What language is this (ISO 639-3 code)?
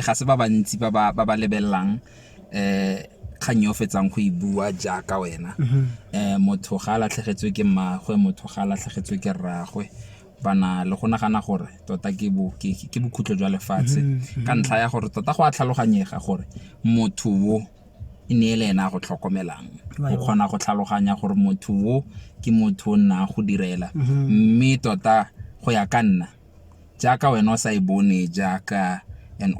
tsn